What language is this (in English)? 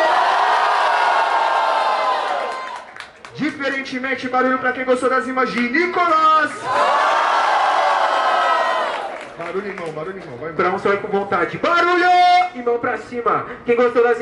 Portuguese